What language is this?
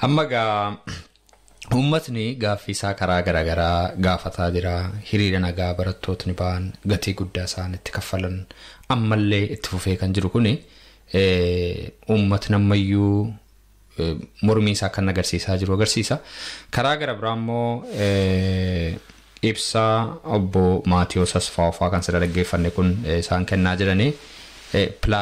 Oromo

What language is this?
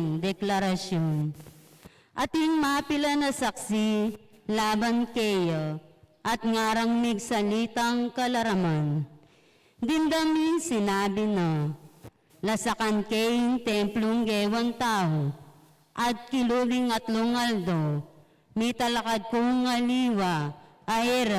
Pampanga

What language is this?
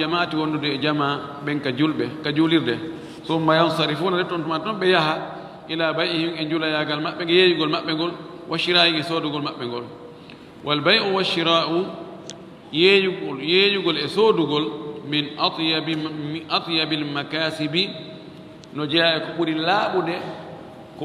Fula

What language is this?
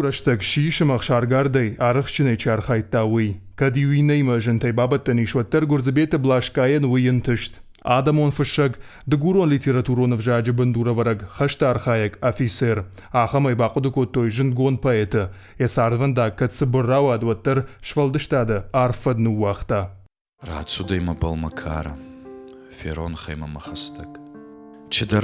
Ossetic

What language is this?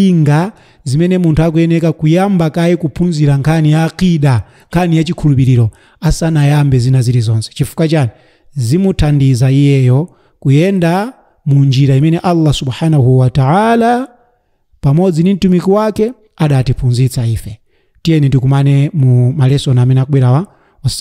Nyanja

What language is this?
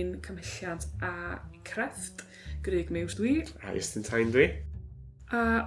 Welsh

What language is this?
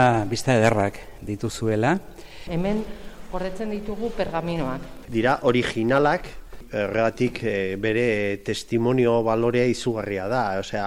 Basque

